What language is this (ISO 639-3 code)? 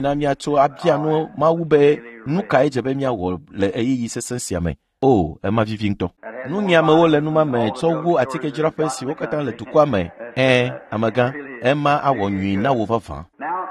ewe